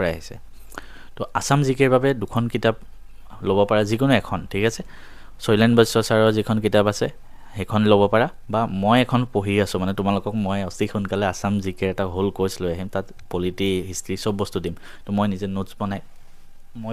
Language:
Assamese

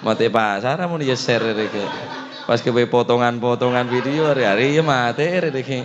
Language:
Madurese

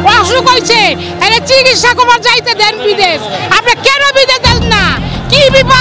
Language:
Bangla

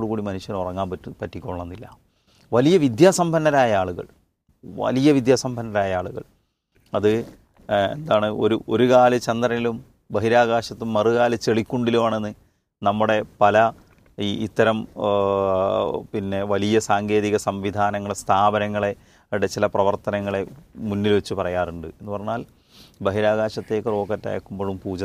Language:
Malayalam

